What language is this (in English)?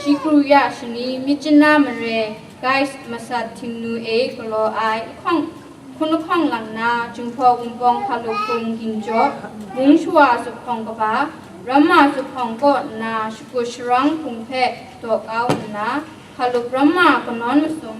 Kachin